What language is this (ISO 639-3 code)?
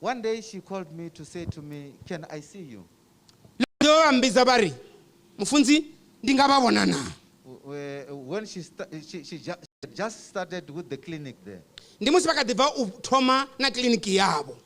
ven